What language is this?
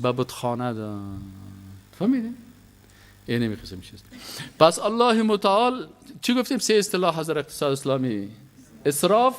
Persian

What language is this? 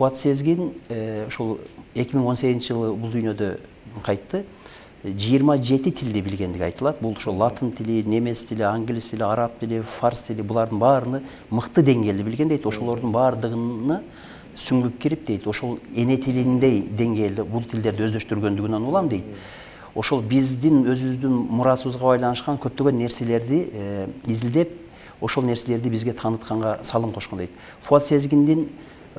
Kyrgyz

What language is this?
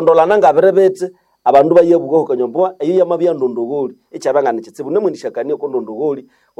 Nande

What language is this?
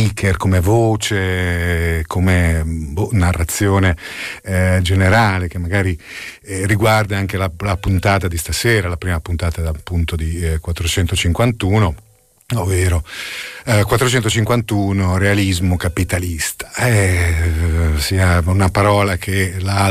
Italian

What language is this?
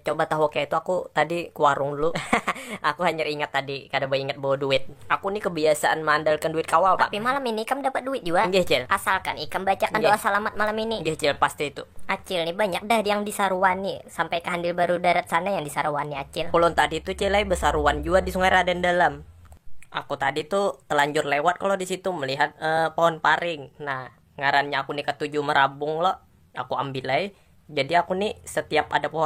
Banjar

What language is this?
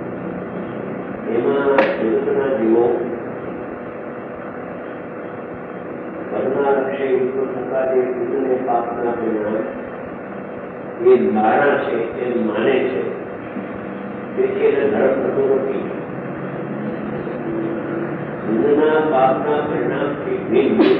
Gujarati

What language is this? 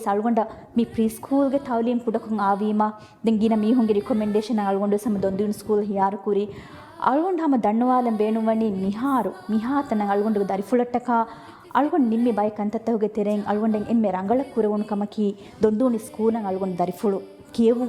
Divehi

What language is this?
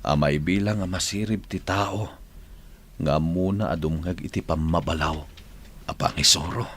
Iloko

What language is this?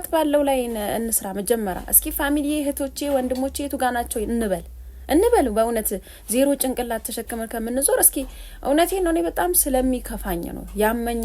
Amharic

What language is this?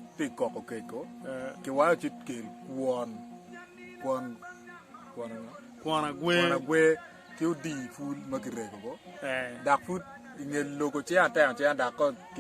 Acoli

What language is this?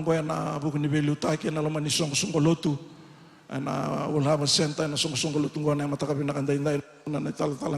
Fijian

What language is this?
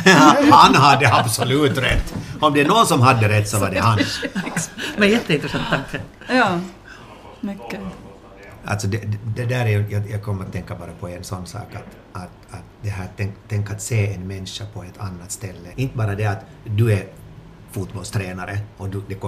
Swedish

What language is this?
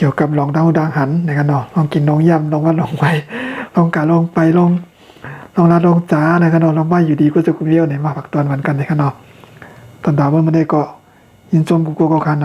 Shan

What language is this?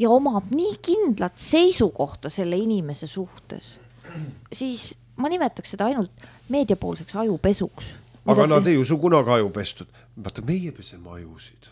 Estonian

